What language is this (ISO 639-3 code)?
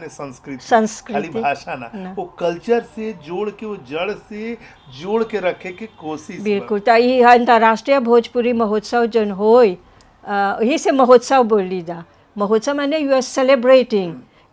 bho